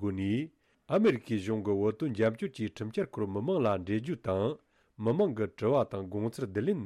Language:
Tibetan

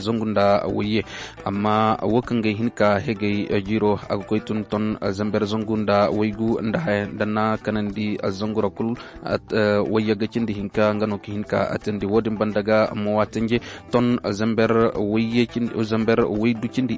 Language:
Koyraboro Senni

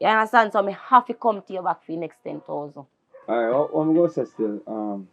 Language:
Jamaican Creole English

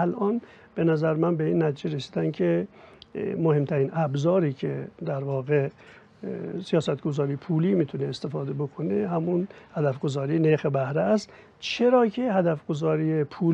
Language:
Persian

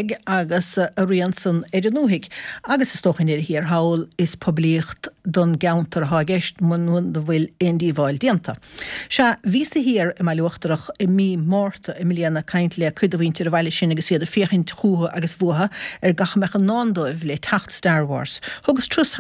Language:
Irish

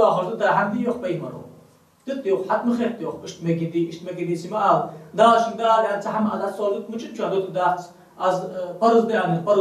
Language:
Ingush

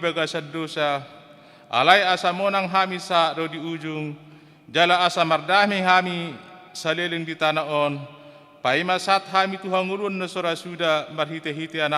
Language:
Batak Toba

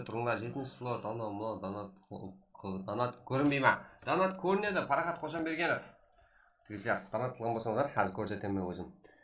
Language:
Kara-Kalpak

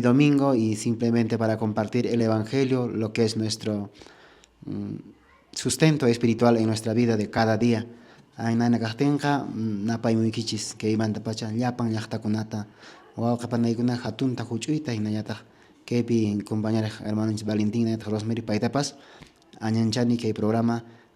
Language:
Quechua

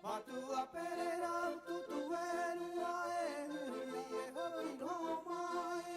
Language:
Rapanui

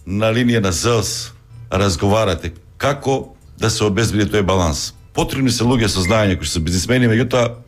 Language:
Macedonian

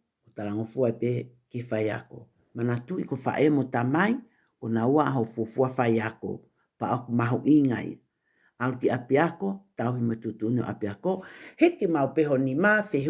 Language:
Tongan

